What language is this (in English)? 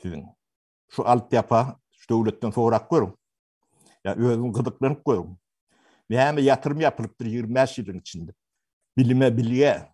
Turkmen